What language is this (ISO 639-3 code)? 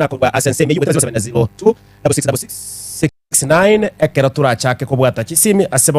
guz